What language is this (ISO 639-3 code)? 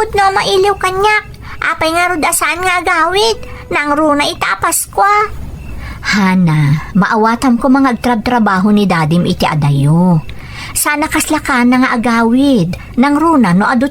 ilo